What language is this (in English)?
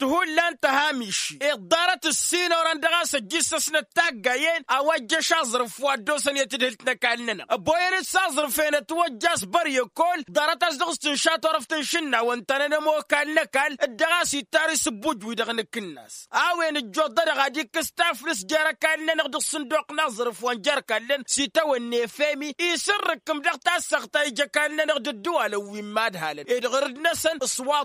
Tamasheq